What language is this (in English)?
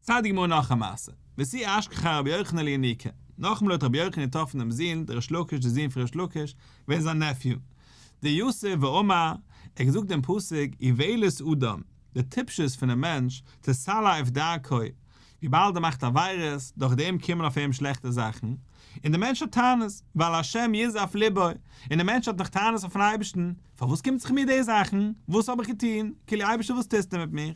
Yiddish